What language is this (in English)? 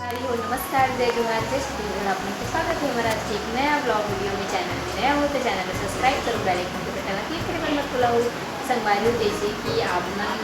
Chhattisgarhi